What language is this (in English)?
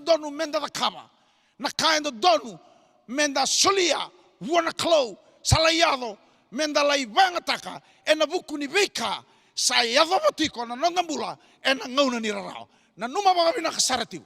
Fijian